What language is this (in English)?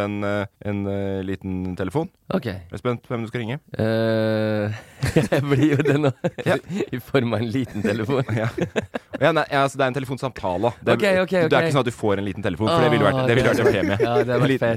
Norwegian